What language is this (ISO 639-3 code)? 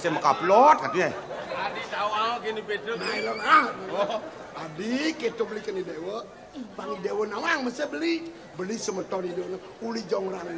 ban